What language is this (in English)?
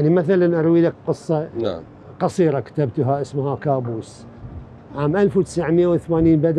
Mesopotamian Arabic